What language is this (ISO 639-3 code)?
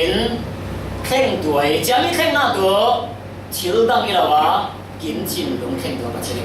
cfm